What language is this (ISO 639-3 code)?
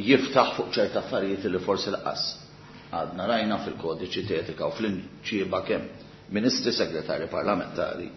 mlt